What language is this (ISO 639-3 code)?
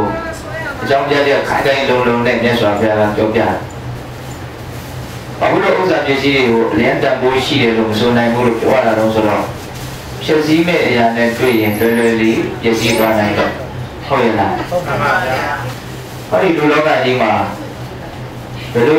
mya